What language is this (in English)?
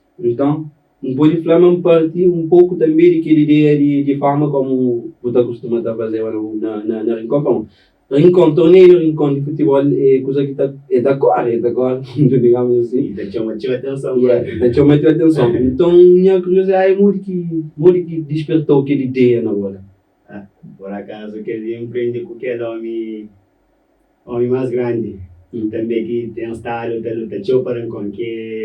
Kabuverdianu